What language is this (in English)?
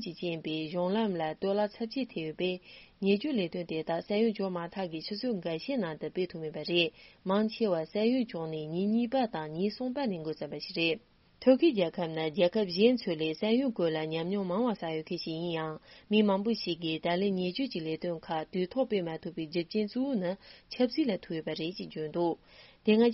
Tibetan